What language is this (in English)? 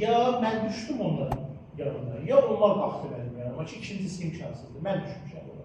Azerbaijani